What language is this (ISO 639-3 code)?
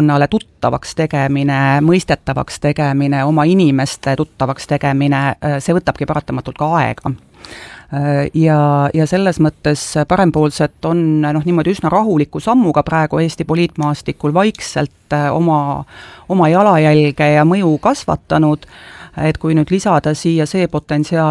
est